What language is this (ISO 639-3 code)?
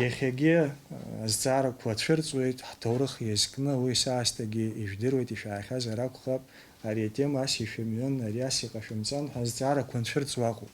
abk